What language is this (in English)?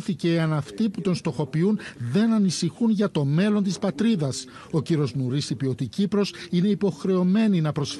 Greek